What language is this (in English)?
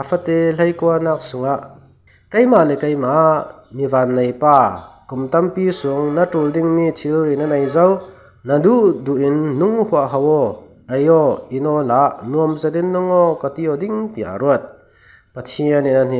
Falam Chin